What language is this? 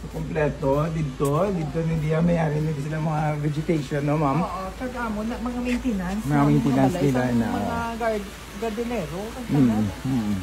Hiligaynon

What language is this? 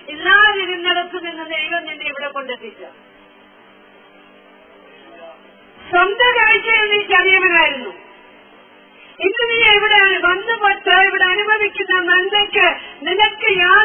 Malayalam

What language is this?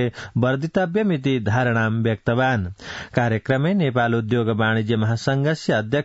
Sanskrit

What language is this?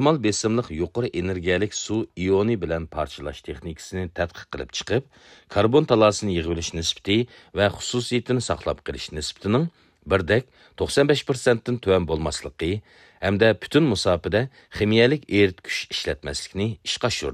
Uyghur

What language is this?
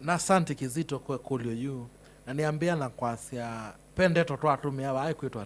Kamba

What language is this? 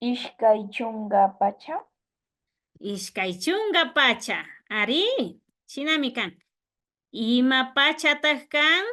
Imbabura Highland Quichua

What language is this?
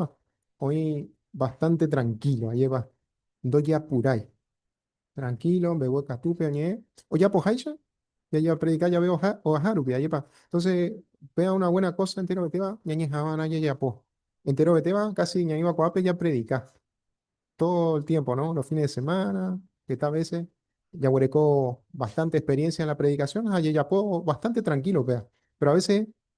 Guarani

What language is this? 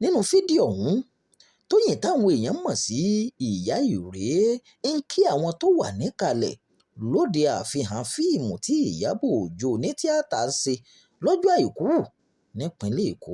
Yoruba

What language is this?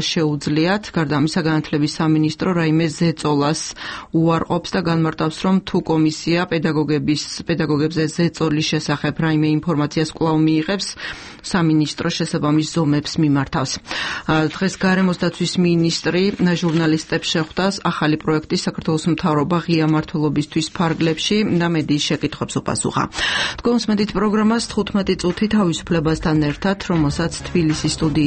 Georgian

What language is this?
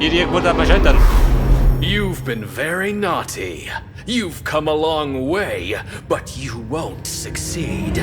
Bavarian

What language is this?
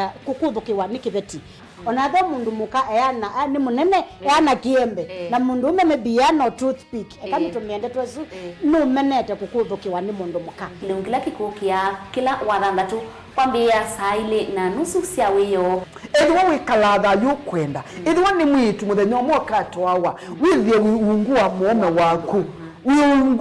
Kamba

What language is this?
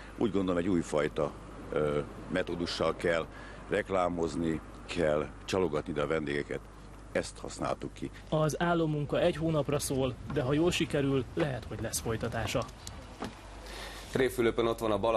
Hungarian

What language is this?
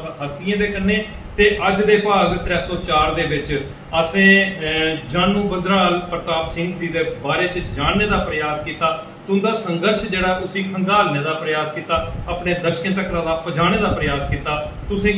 Dogri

